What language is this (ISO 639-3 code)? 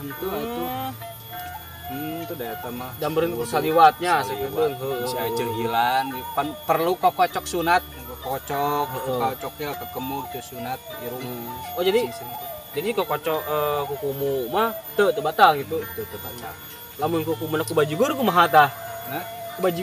sun